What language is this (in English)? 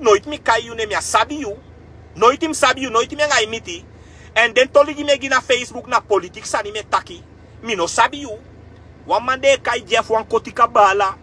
Sranan Tongo